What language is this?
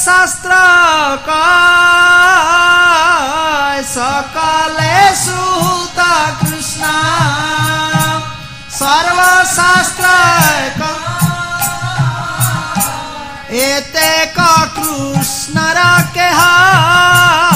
Odia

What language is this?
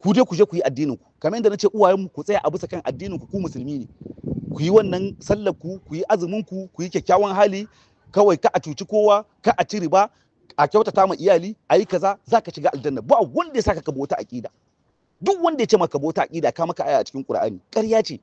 Hausa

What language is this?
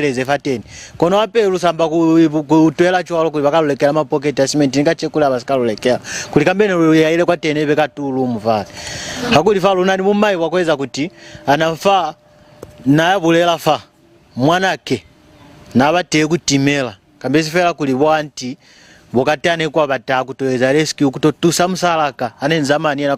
Lozi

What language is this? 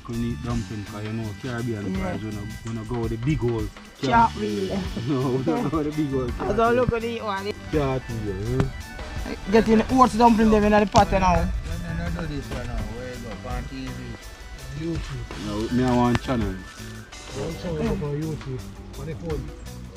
Jamaican Creole English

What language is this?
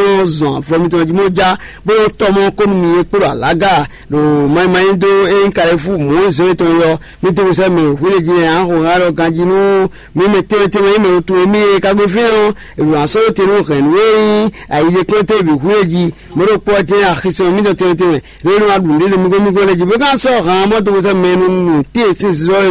Fon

